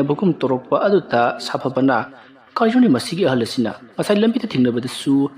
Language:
Manipuri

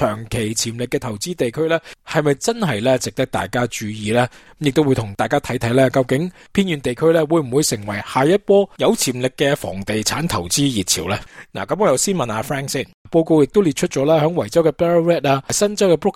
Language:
Cantonese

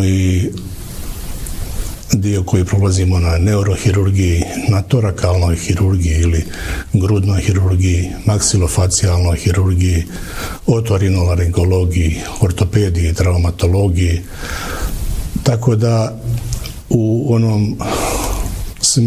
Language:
Bosnian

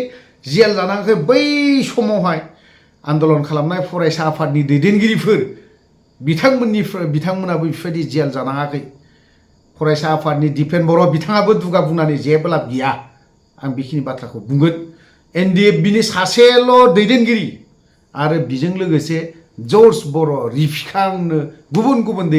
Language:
Bodo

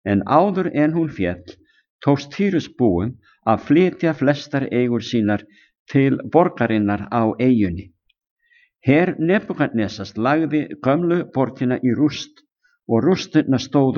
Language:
Icelandic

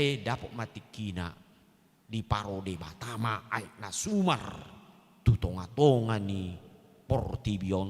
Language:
Batak Toba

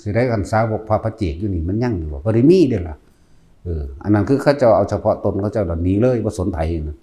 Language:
Northeastern Thai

